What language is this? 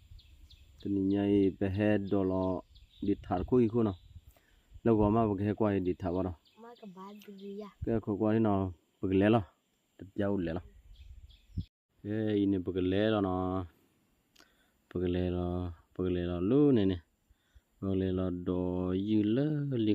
S'gaw Karen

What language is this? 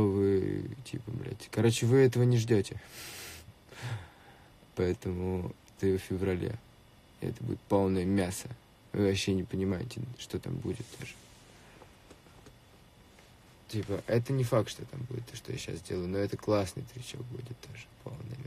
Russian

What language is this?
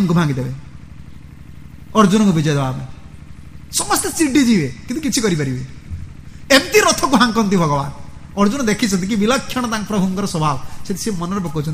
Odia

